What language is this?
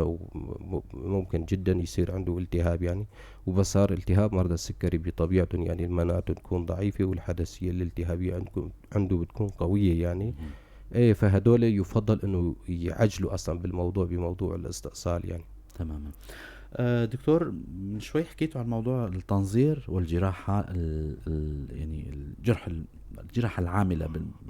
North Levantine Arabic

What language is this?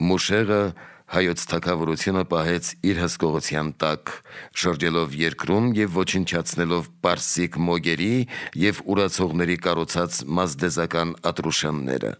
Armenian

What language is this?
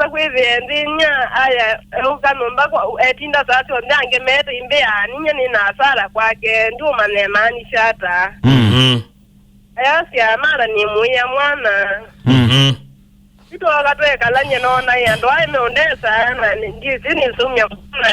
Kamba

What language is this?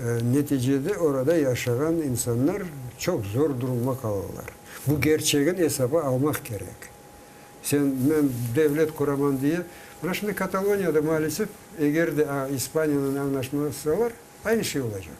Crimean Tatar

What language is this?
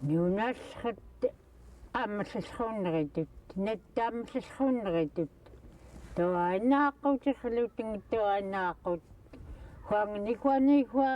Central Yupik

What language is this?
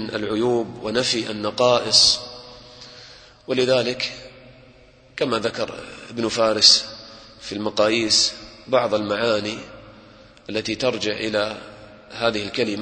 Arabic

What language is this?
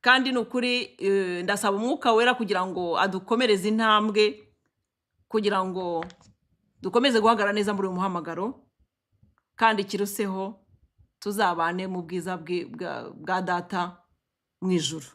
Kinyarwanda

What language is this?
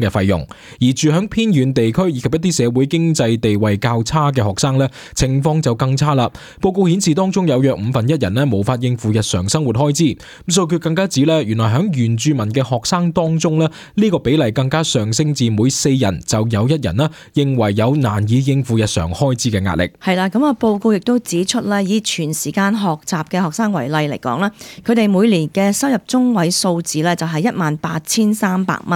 Cantonese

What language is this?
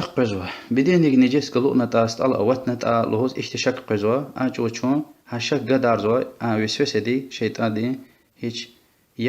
Lezghian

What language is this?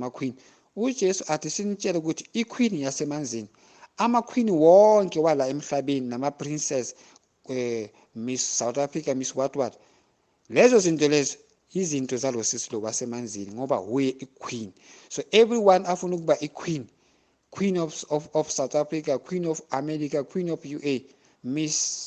Zulu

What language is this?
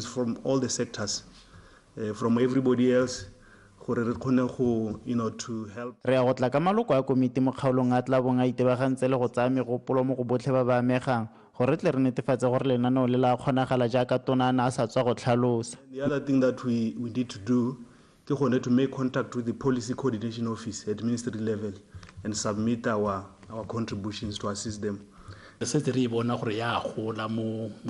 Tswana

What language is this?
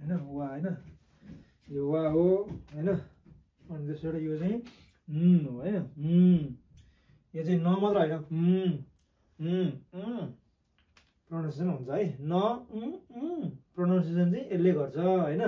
Nepali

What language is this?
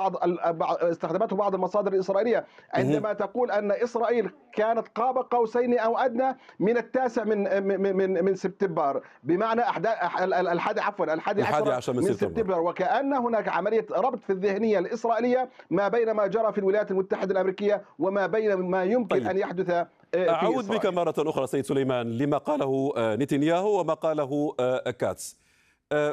Arabic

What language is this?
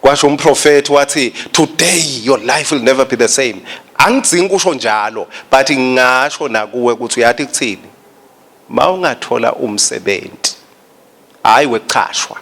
Swati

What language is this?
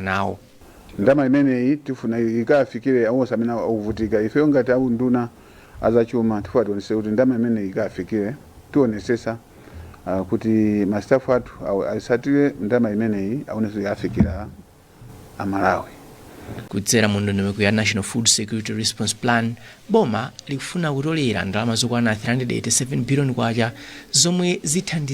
Nyanja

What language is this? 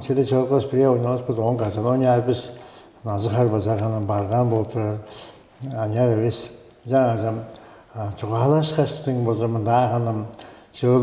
Tuvinian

